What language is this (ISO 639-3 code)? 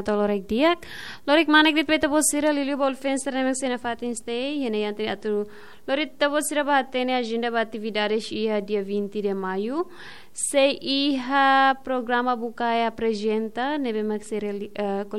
tet